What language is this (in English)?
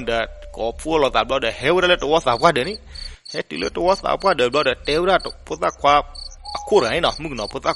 S'gaw Karen